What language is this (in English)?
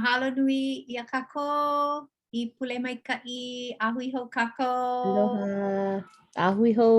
Hawaiian